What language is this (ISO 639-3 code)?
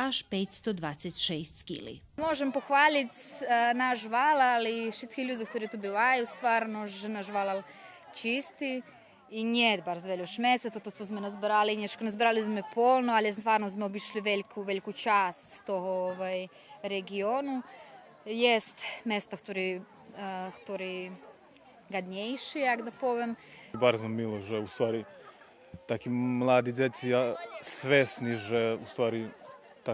rue